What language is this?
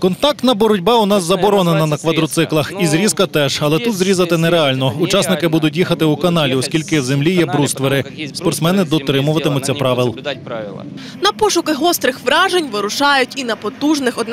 Ukrainian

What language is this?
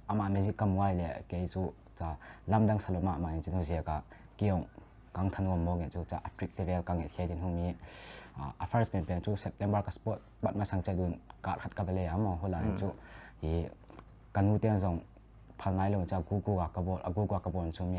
Paite Chin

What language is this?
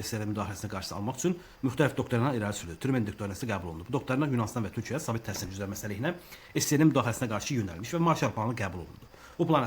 Azerbaijani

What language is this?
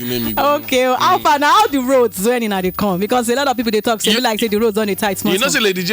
Nigerian Pidgin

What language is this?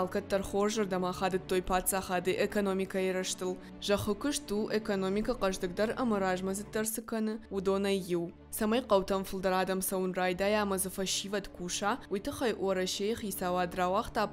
Ossetic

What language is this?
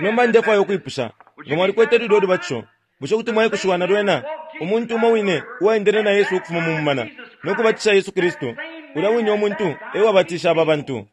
Bemba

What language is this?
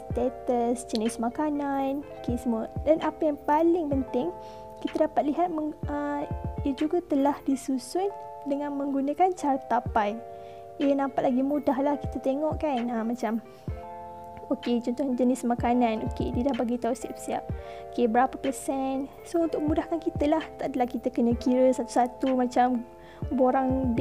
Malay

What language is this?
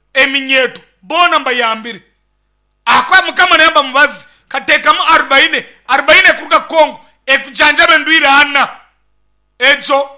Nyankole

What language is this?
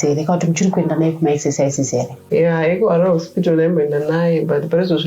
Shona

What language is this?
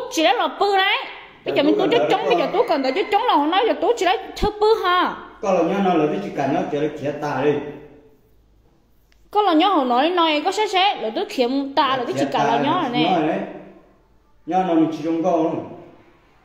Vietnamese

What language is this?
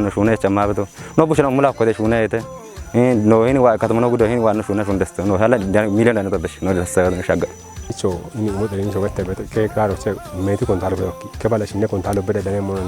Kafa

